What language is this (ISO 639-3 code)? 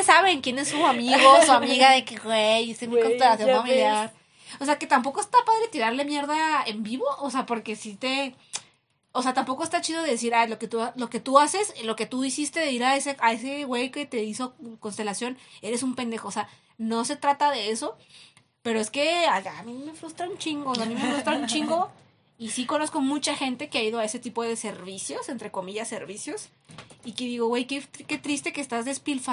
spa